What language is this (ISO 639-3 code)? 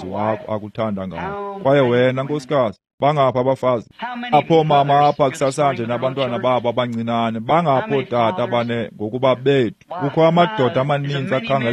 xho